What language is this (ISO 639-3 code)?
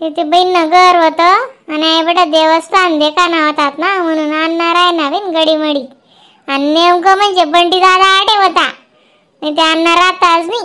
khn